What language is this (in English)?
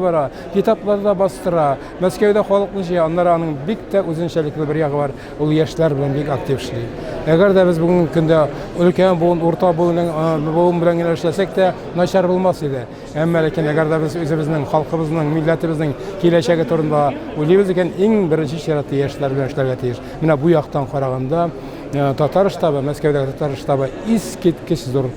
Tatar